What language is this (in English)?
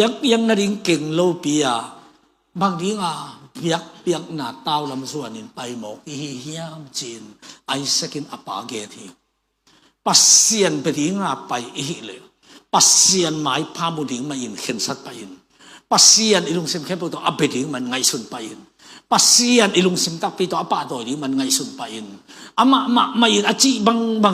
Tedim Chin